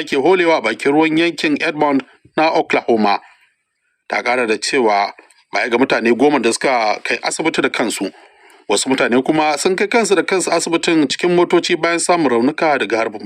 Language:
Hausa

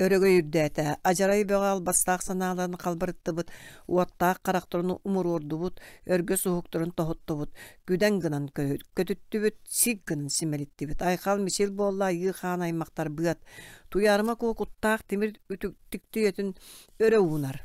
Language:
Yakut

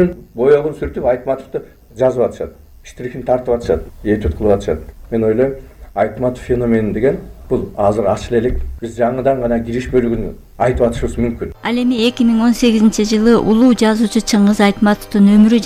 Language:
Kyrgyz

